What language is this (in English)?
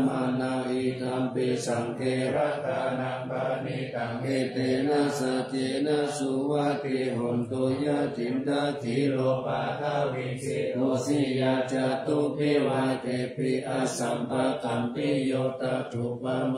Pali